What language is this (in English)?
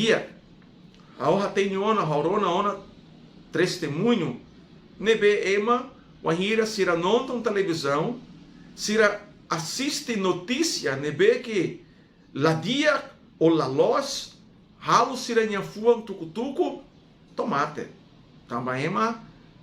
Tetum